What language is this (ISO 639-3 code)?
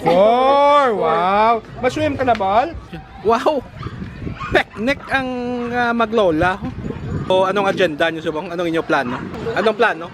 hil